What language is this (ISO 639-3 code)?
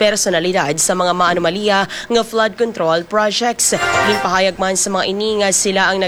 hil